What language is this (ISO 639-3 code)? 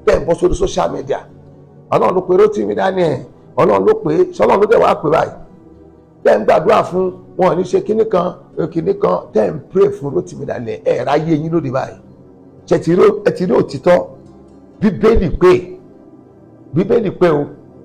yor